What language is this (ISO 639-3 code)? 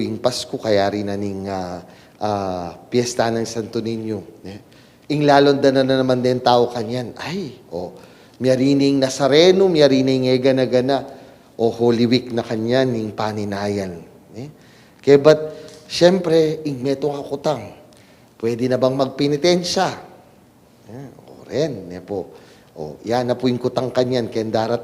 pam